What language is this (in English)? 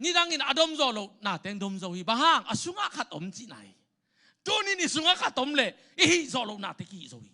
Tedim Chin